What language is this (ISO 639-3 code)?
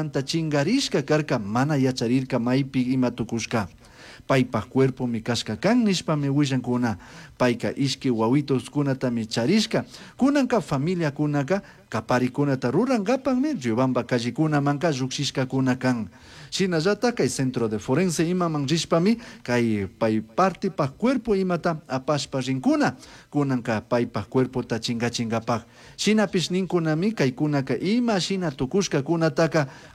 qug